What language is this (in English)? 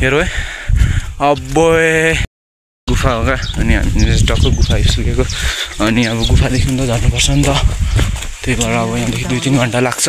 Nepali